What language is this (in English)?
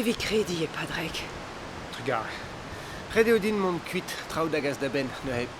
Breton